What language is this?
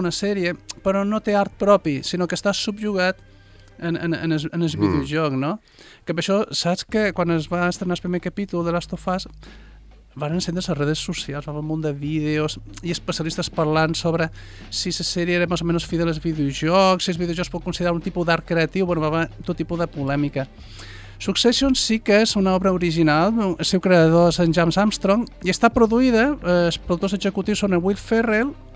Catalan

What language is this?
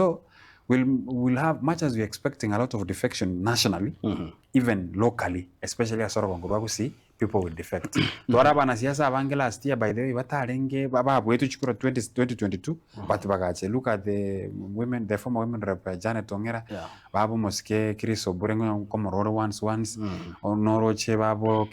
Gusii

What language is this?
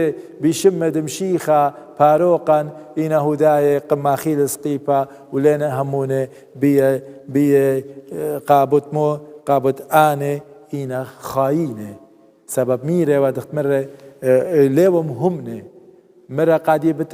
Assyrian Neo-Aramaic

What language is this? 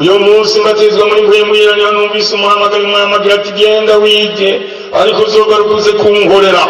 Rundi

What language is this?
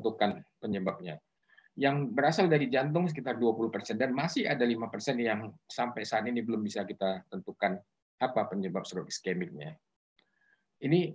Indonesian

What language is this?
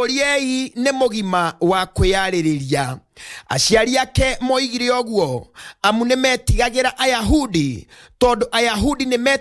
Kikuyu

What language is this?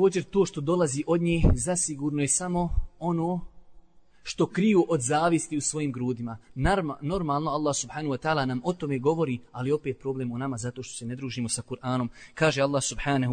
Bosnian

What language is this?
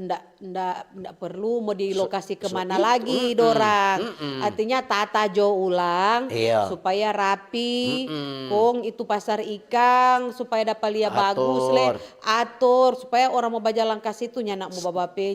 Manado Malay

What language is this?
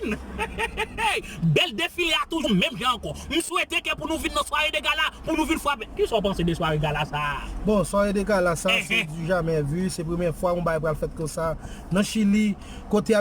Haitian Creole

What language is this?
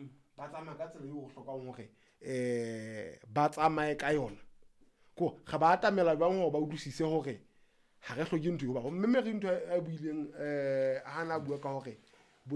Southern Sotho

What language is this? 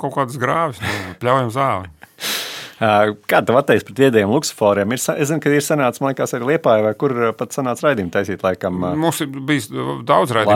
Latvian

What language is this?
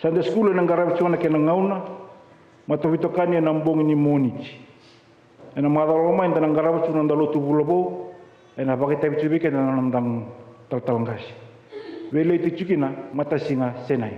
Fijian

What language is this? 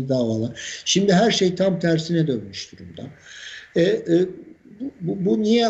Turkish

